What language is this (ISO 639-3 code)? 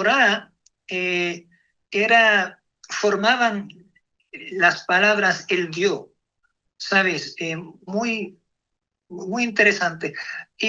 lad